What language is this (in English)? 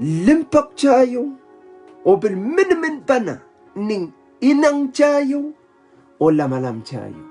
Pohnpeian